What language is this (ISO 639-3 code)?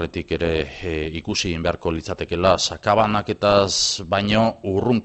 eus